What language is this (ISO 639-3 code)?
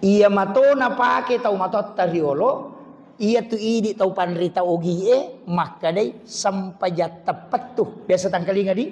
bug